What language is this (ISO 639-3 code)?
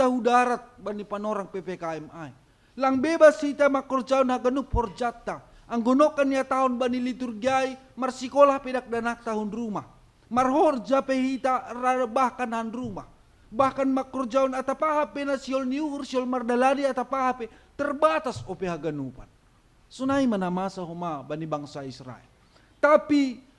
bts